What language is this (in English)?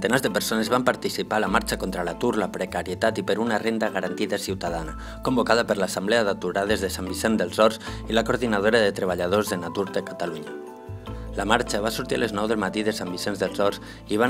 Catalan